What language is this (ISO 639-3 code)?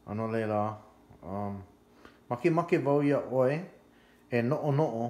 haw